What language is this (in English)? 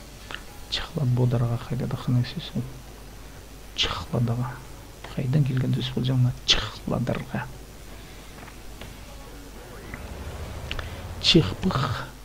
Kazakh